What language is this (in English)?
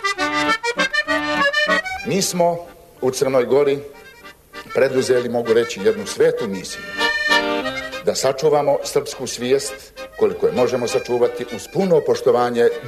Serbian